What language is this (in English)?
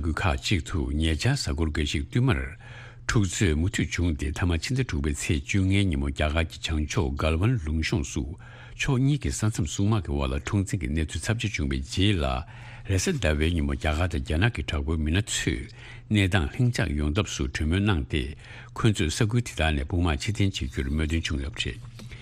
Tibetan